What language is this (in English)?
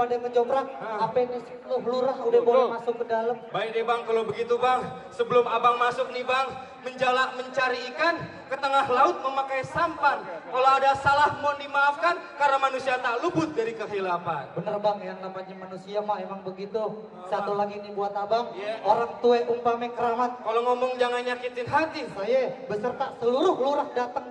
Betawi